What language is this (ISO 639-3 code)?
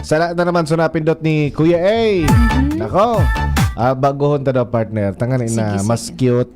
bik